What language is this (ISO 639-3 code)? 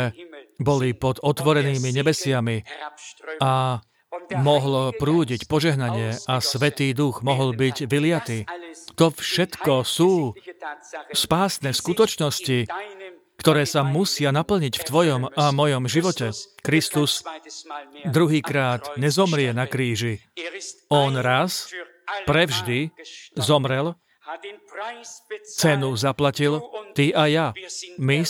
slk